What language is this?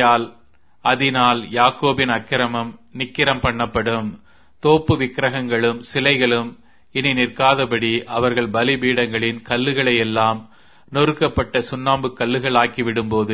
Tamil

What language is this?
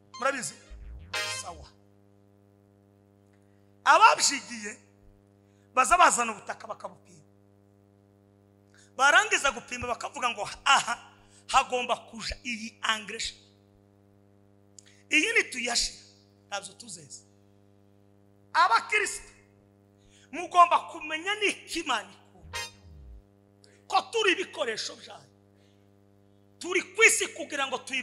Kinyarwanda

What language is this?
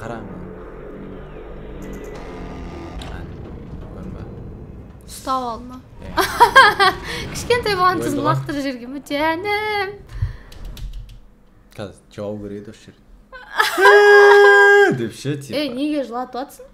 Kazakh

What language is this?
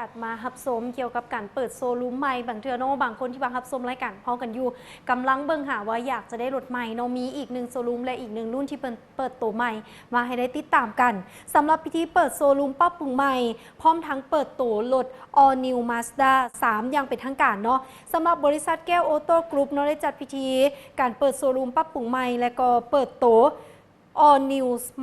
Lao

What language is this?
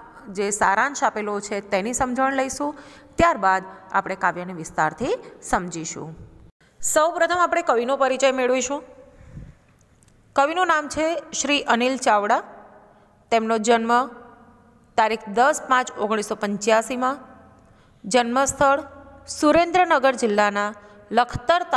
Gujarati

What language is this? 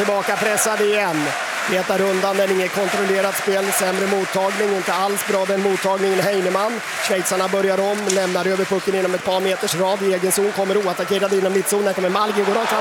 Swedish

